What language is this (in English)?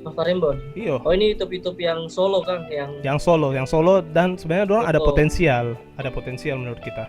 Manado Malay